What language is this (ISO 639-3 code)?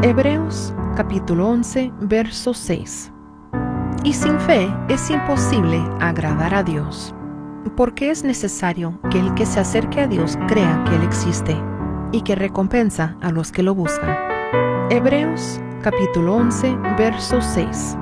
spa